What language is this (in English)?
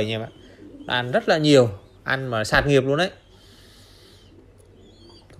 Vietnamese